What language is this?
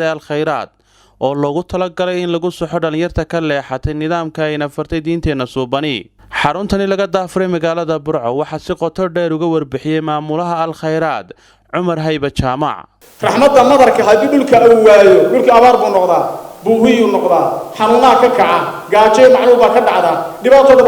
Somali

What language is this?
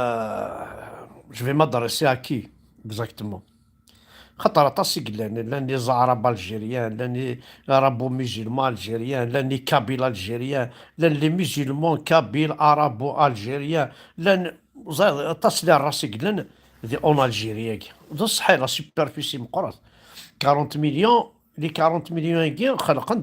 Kabyle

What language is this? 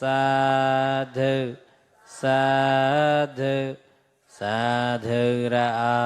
Mon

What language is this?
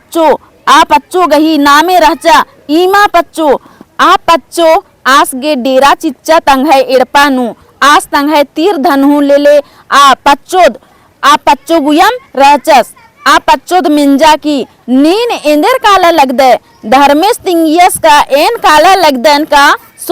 Kurukh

